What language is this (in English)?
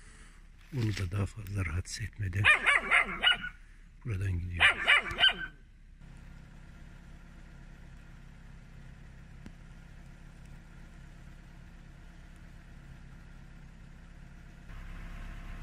Turkish